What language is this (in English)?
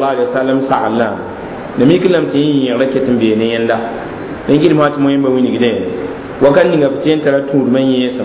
Mossi